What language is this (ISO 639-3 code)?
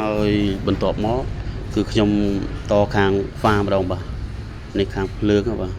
khm